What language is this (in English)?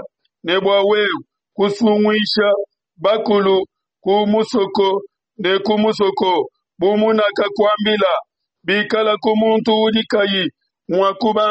Luba-Lulua